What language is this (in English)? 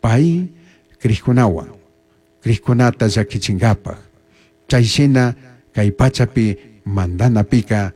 Chimborazo Highland Quichua